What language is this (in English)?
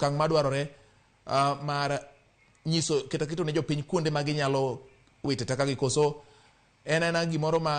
Luo (Kenya and Tanzania)